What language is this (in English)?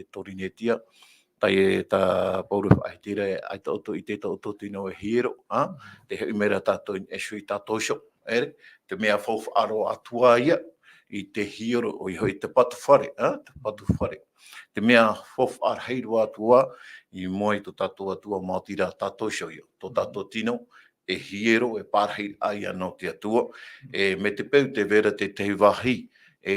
Tahitian